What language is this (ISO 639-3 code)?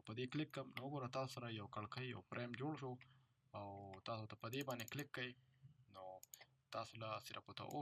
pus